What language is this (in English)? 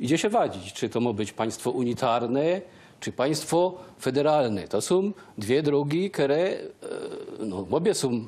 Silesian